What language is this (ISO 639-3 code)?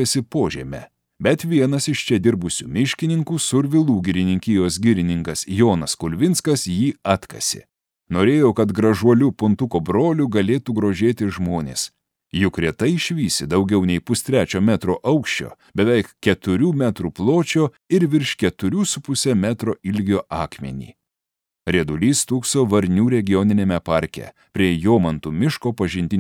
lit